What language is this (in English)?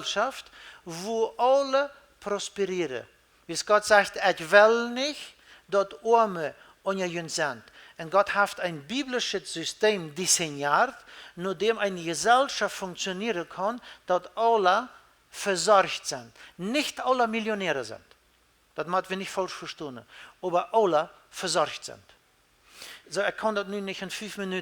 Plautdietsch